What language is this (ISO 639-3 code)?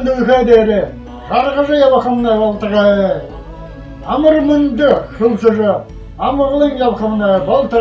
bua